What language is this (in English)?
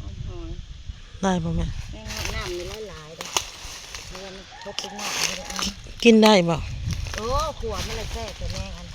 Northeastern Thai